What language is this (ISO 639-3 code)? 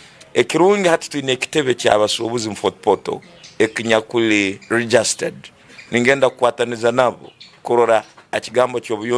ttj